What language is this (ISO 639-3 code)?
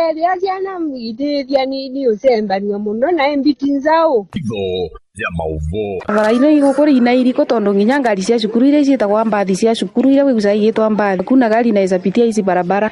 kam